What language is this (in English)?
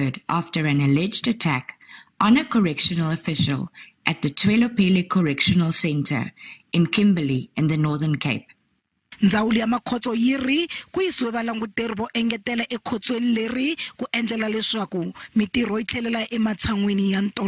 Tsonga